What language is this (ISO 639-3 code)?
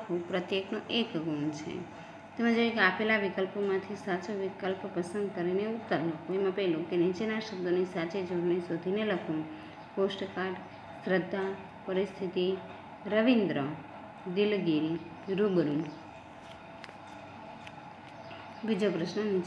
guj